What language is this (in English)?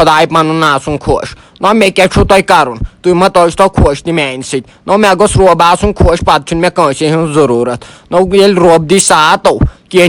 Kashmiri